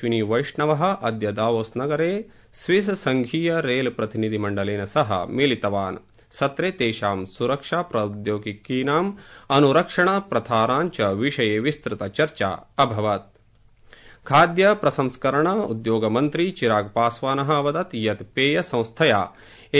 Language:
Sanskrit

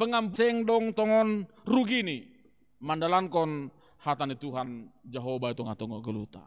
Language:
Batak Simalungun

